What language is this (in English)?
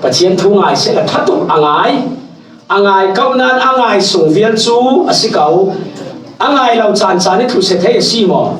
Falam Chin